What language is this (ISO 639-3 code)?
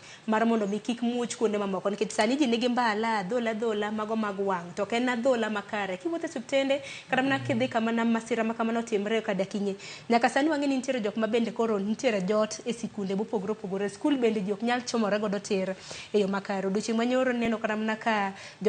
luo